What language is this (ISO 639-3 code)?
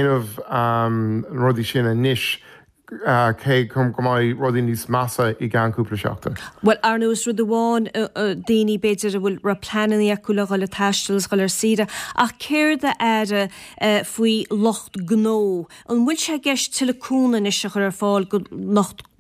gle